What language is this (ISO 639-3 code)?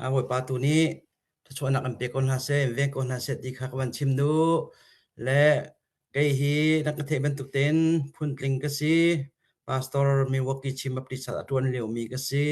cnh